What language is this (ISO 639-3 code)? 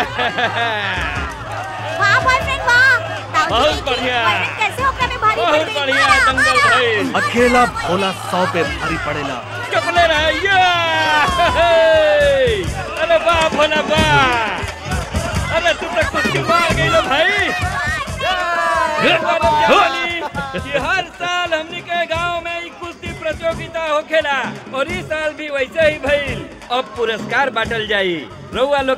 bho